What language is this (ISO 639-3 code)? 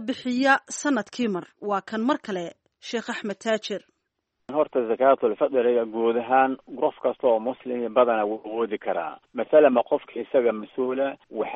som